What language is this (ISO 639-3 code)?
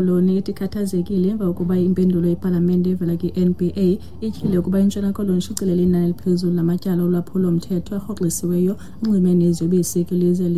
xho